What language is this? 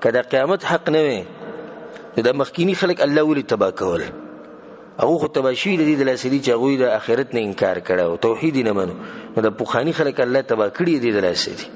Pashto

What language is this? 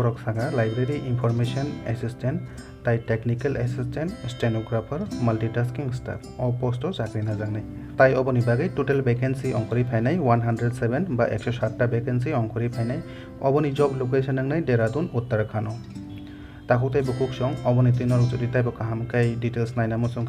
Kok Borok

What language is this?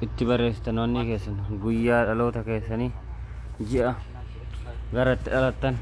Oromo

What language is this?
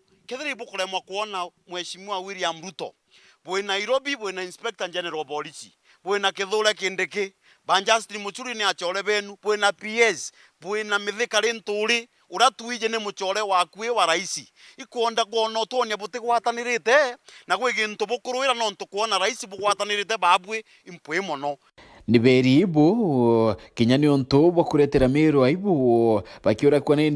Meru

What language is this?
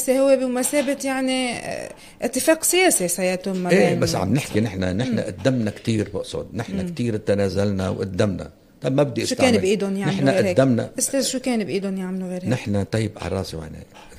North Levantine Arabic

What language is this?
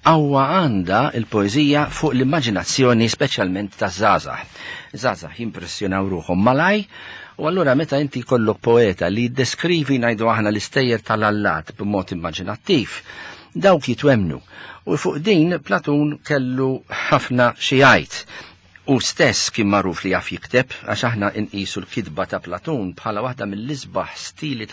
Maltese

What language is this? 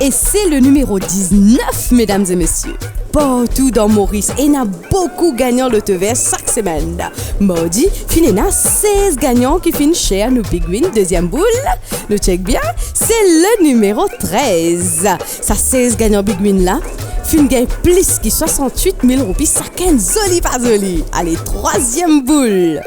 Morisyen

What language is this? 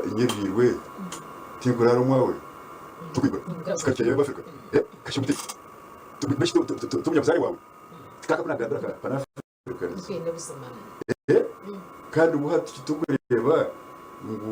Nyankole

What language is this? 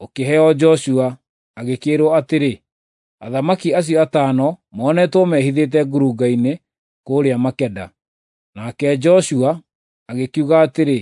Kikuyu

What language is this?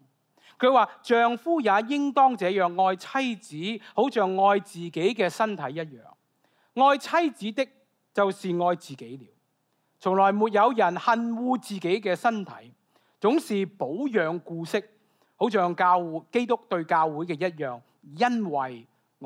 Cantonese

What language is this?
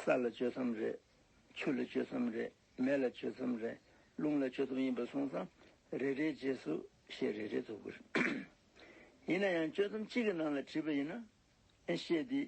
Tibetan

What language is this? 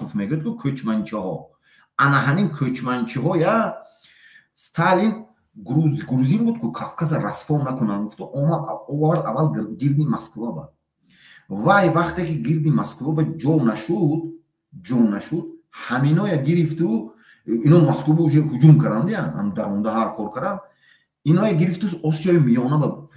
Tajik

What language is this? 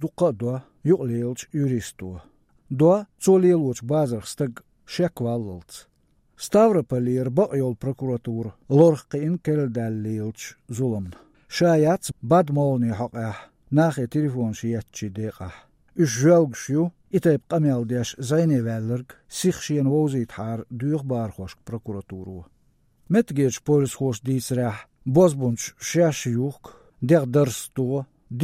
Chechen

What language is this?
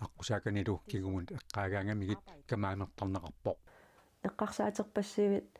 Kalaallisut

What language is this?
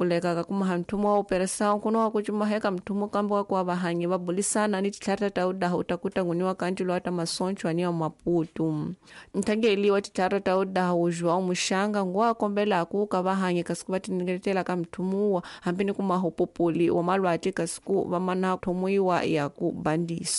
Tsonga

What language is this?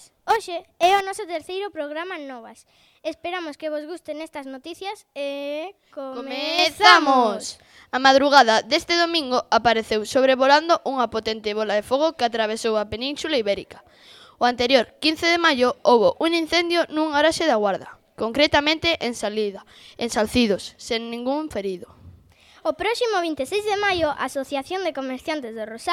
Galician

